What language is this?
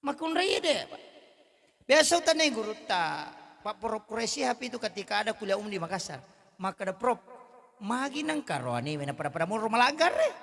Buginese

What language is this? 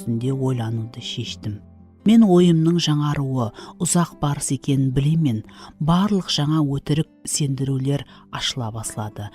Kara-Kalpak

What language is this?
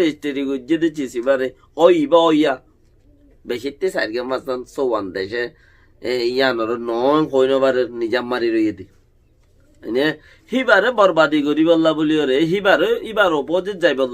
Rohingya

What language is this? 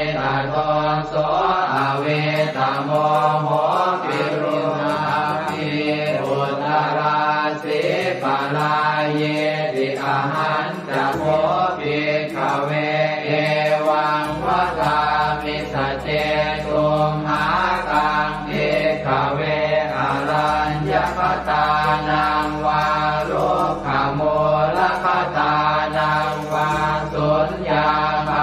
Pali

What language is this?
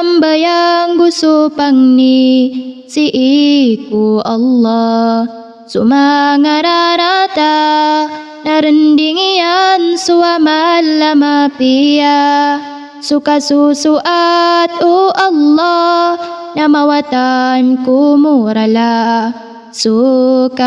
Maranao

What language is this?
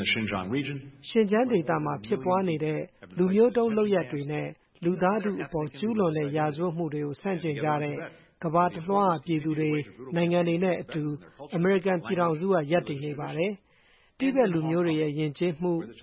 Burmese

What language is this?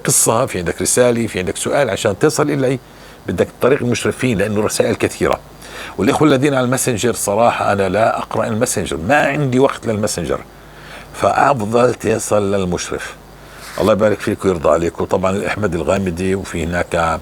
North Levantine Arabic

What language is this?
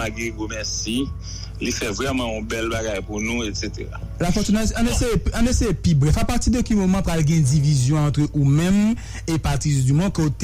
Haitian Creole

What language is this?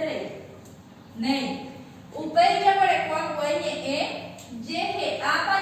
Guarani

